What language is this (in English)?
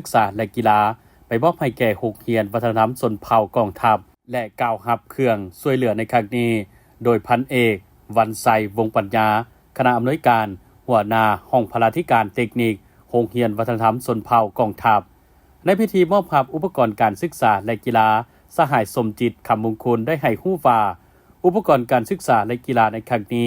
Lao